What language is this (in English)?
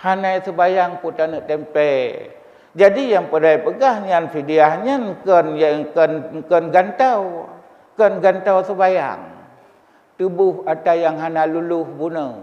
Achinese